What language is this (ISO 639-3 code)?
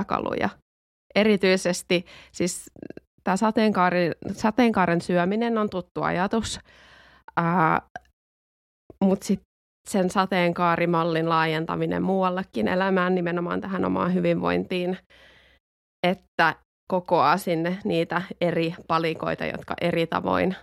fin